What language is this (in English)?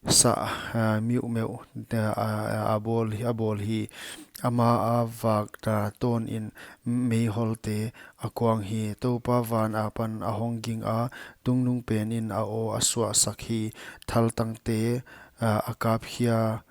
Paite Chin